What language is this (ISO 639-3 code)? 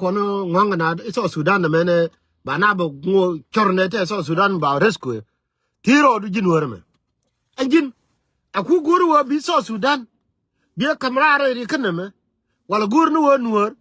nus